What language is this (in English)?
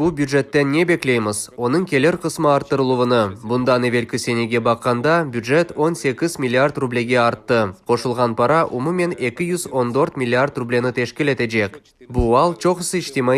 Crimean Tatar